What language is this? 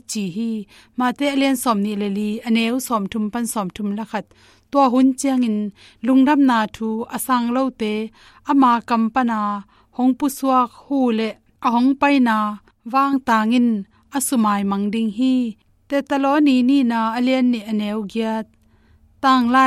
Tedim Chin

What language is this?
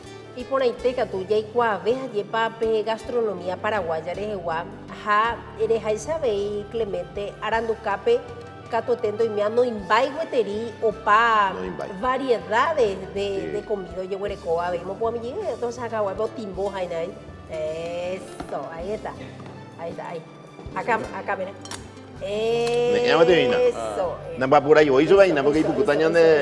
Guarani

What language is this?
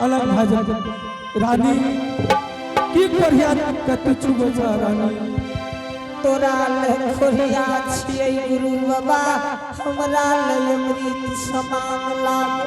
Angika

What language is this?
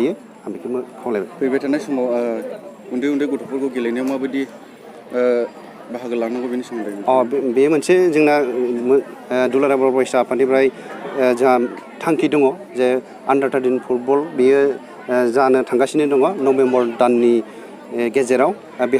Bodo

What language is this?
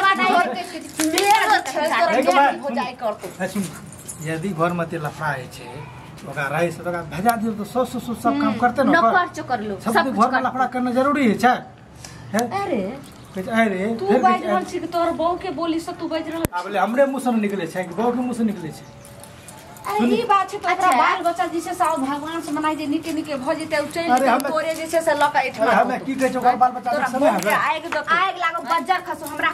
Maithili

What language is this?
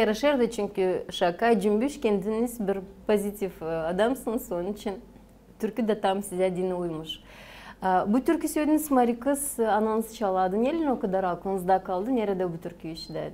Gagauz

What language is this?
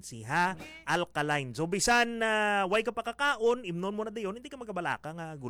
Hiligaynon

